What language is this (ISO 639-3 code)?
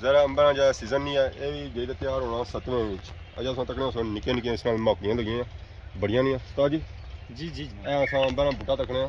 phr